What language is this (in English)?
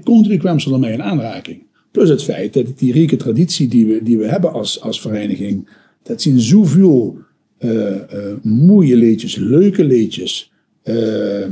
Limburgish